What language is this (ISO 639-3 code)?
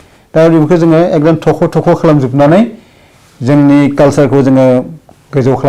brx